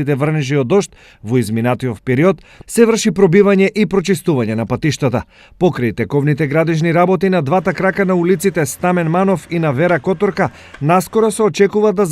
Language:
Macedonian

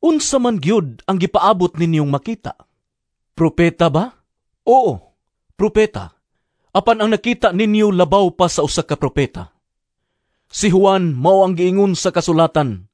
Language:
Cebuano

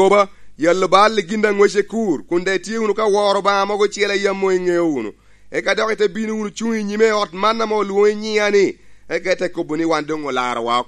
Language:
Lango (Uganda)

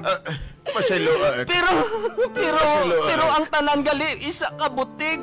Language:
Hiligaynon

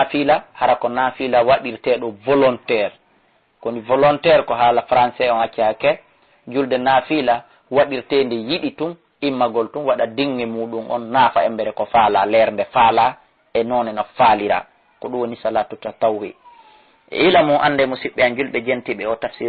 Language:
Fula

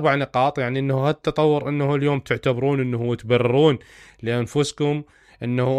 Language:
Mesopotamian Arabic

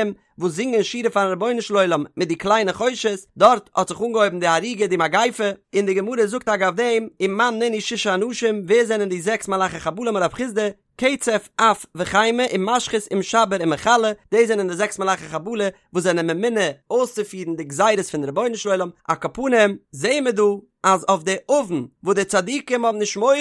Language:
Yiddish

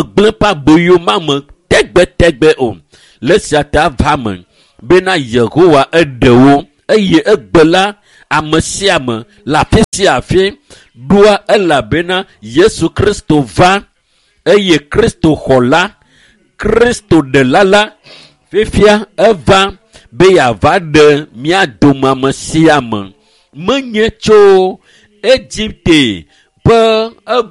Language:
Ewe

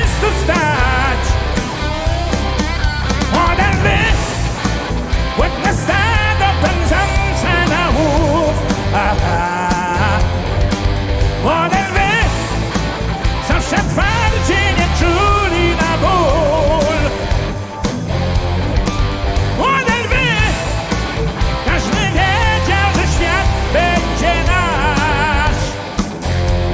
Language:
Polish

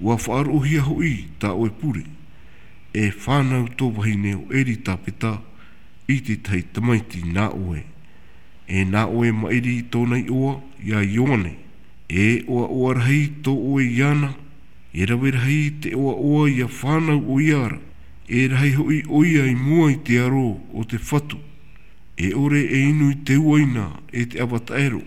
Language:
Tahitian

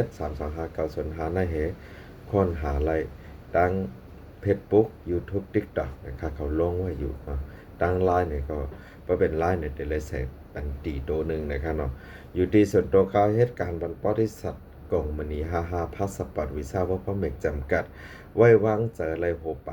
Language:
Shan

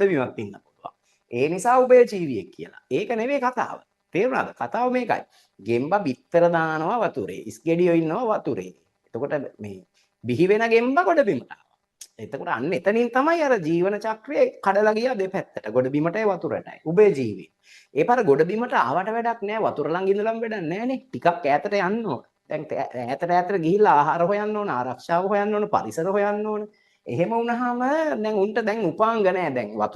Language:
Sinhala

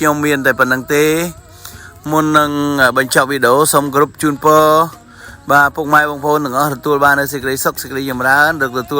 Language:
Khmer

